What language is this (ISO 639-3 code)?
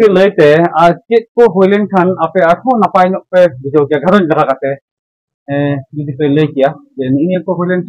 sat